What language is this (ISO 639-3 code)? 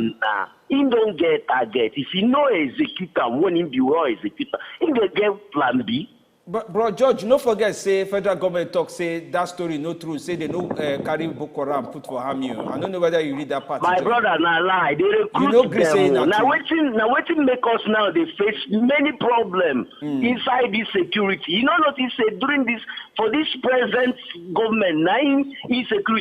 pcm